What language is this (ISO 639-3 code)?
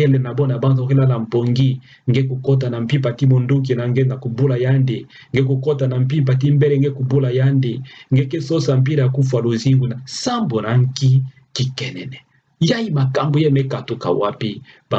ktu